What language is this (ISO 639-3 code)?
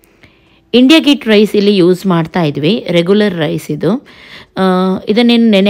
kan